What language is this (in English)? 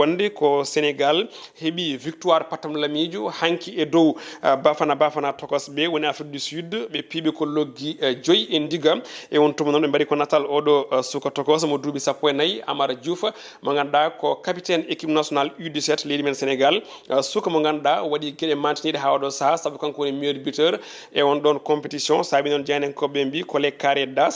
Fula